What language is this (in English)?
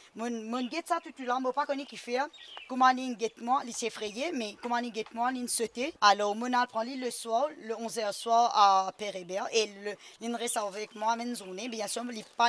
Morisyen